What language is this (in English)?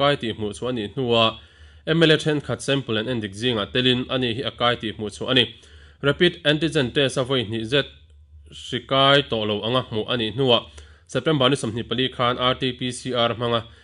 Mizo